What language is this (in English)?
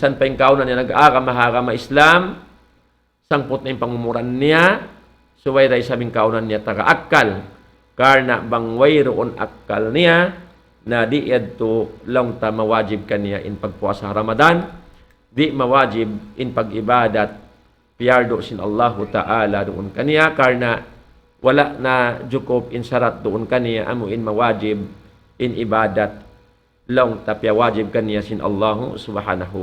Tausug